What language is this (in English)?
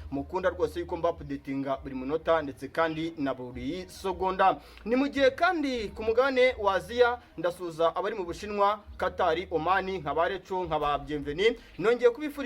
Kinyarwanda